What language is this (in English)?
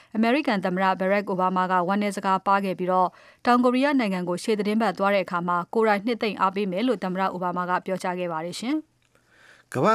Burmese